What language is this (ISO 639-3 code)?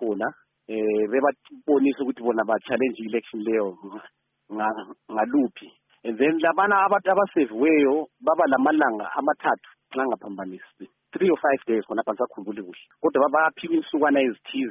nde